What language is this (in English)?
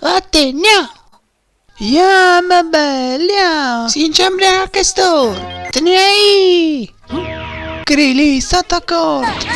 Neapolitan